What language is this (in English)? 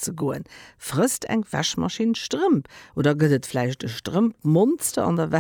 Luxembourgish